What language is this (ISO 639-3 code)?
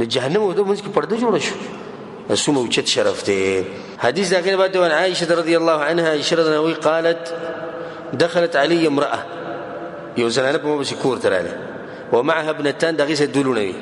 pus